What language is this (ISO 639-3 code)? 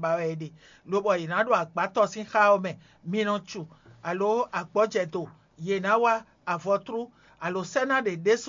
fon